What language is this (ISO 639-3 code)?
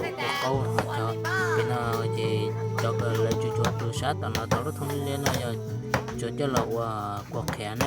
hmn